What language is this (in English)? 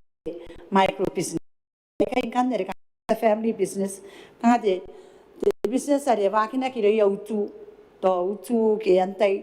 Gilbertese